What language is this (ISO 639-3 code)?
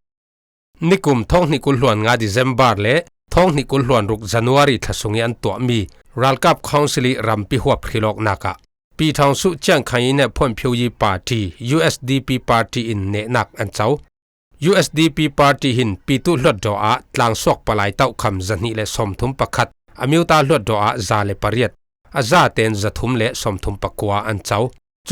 cfm